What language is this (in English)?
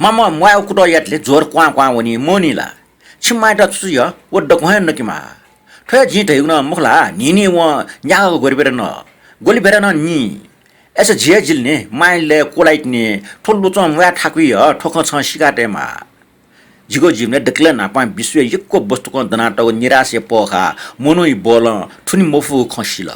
Newari